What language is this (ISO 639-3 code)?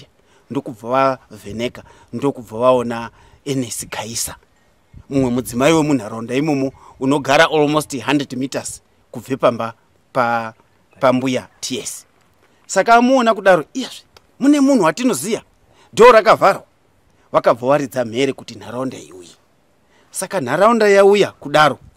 sna